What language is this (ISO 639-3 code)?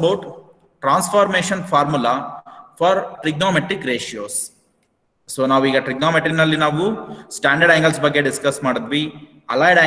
kan